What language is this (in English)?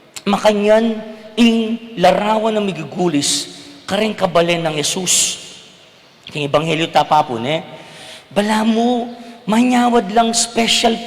Pampanga